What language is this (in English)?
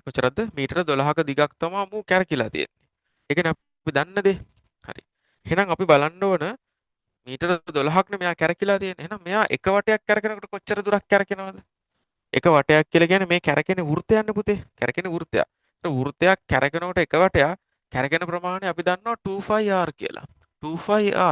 Sinhala